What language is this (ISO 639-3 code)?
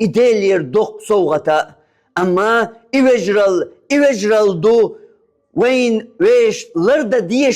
che